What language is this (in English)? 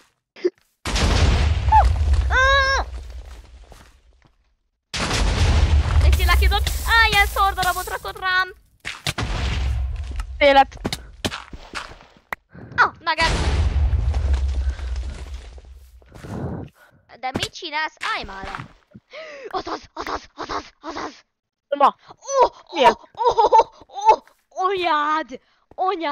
Hungarian